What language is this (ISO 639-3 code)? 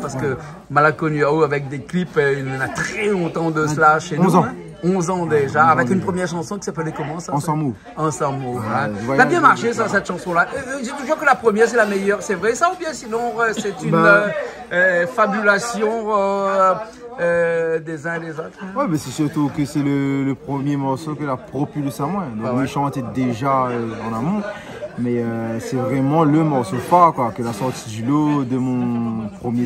rcf